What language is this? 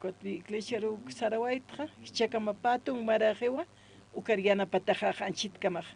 Aymara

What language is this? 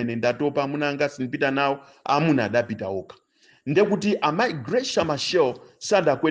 Nyanja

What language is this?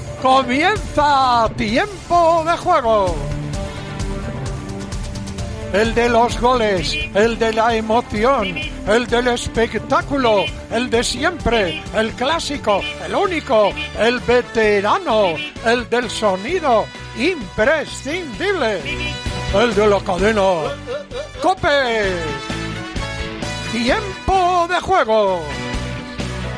Spanish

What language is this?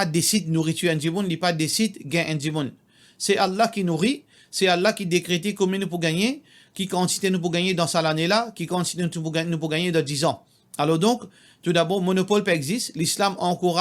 Morisyen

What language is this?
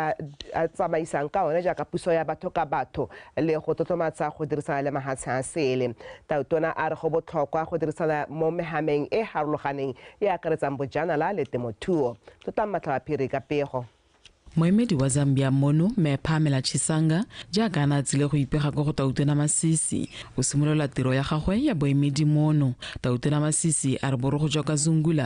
Tswana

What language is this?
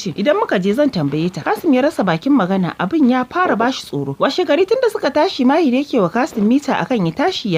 Hausa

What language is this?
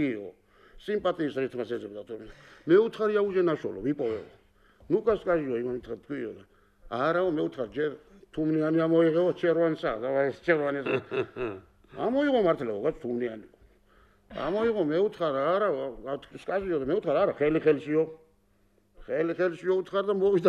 Georgian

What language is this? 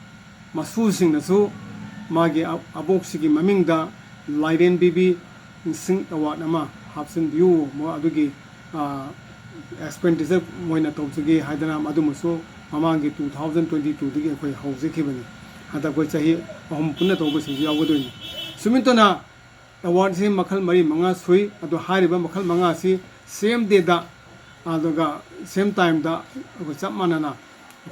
Manipuri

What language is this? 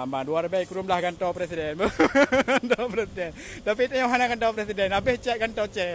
Achinese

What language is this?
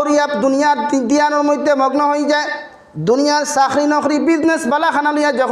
Sylheti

